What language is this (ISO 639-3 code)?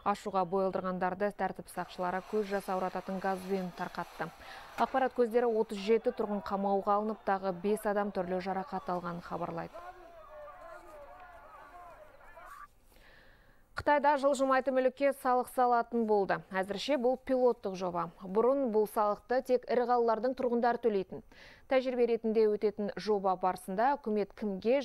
kaz